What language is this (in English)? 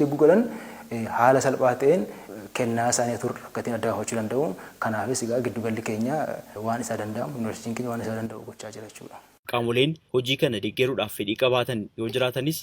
Oromo